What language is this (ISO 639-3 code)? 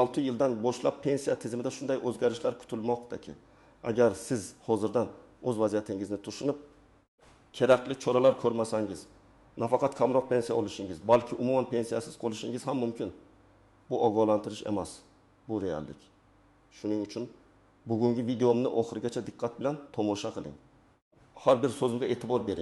uzb